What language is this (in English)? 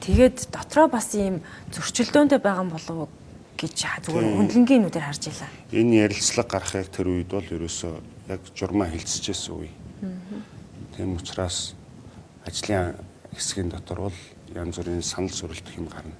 Mongolian